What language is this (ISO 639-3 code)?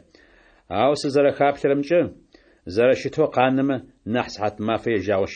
ady